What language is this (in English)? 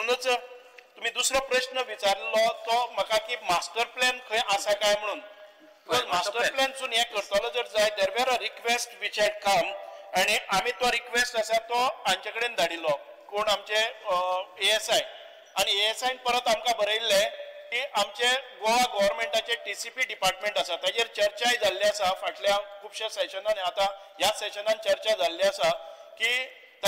Konkani